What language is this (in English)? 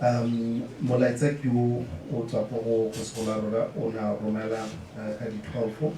Tswana